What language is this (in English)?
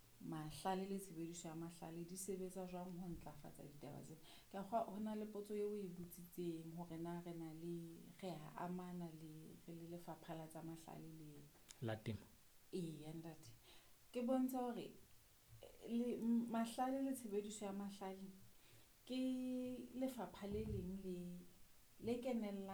Southern Sotho